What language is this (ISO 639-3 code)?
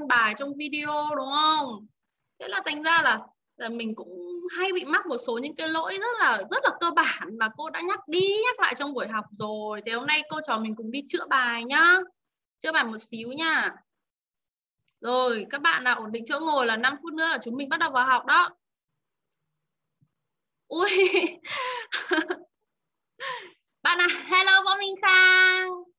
vie